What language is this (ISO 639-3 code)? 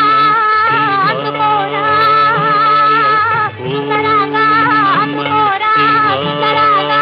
tel